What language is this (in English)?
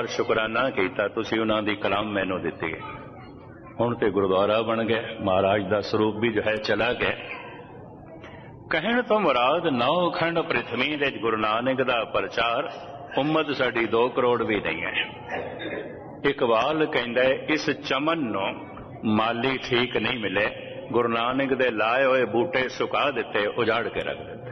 Punjabi